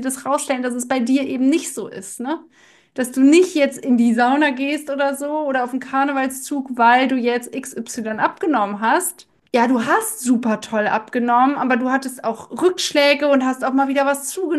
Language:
German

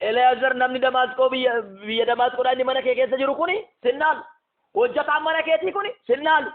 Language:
Oromo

